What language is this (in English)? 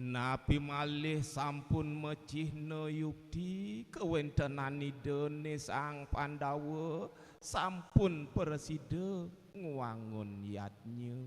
Balinese